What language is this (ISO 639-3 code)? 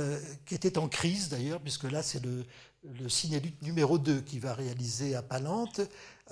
fra